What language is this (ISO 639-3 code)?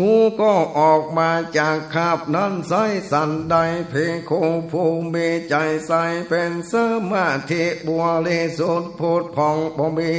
nod